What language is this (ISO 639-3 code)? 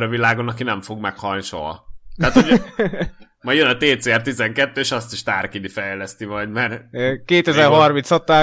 hun